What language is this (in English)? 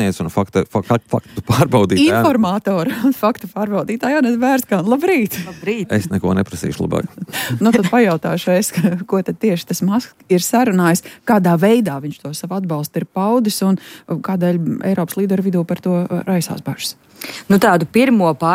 Latvian